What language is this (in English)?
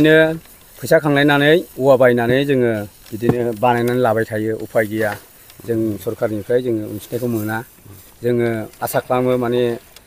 Bodo